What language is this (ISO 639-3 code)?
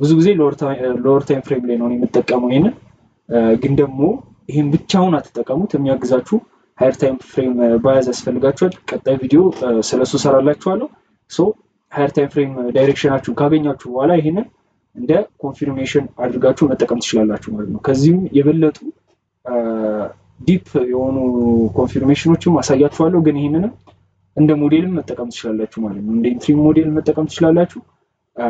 amh